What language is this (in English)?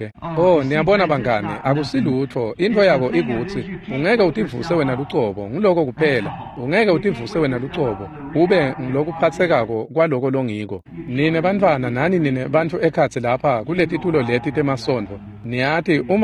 Swati